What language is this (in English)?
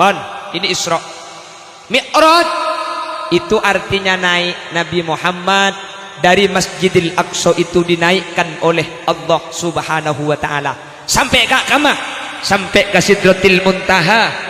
Madurese